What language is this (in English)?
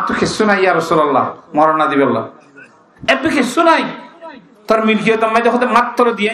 Rohingya